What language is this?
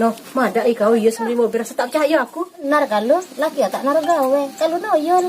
Musi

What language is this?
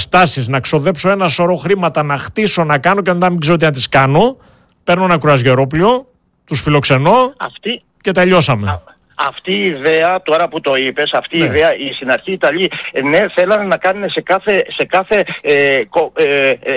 Greek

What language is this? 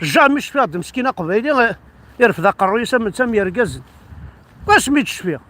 Kabyle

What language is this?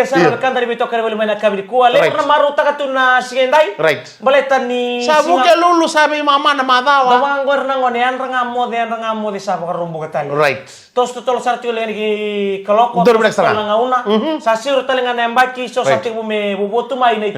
Fijian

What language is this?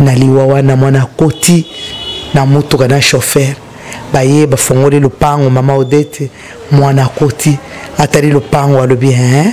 Lingala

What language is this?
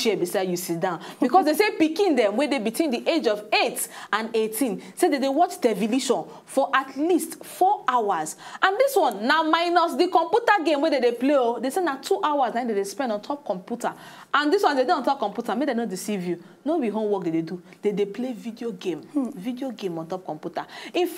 Nigerian Pidgin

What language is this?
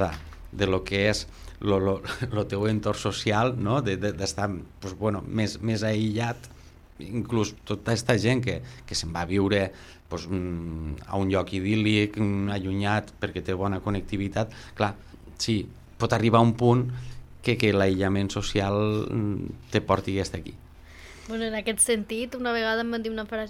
Catalan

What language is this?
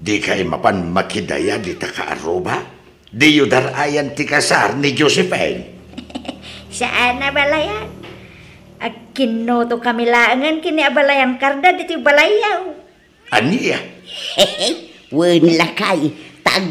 Iloko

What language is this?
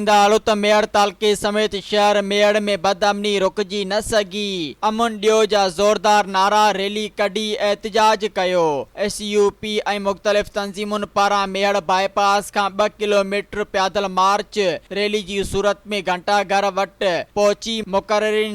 Sindhi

